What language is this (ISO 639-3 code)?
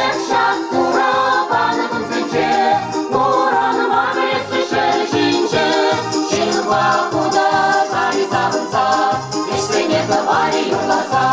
chv